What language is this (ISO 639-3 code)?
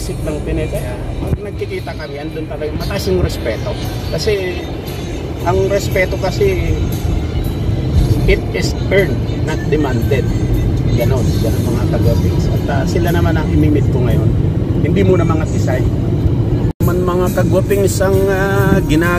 fil